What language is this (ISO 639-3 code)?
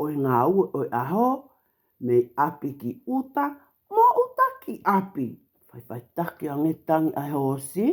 ton